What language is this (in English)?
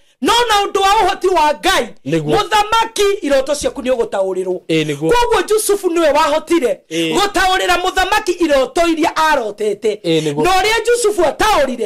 Kikuyu